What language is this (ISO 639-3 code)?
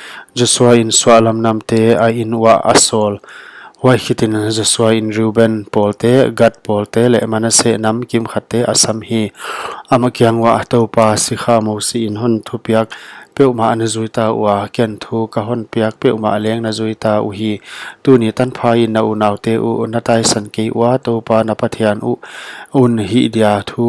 pck